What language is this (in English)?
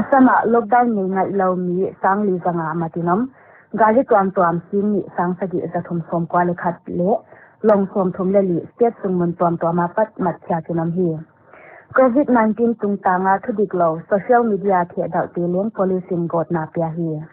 Paite Chin